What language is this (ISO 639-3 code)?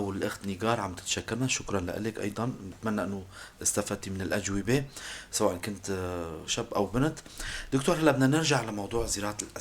apc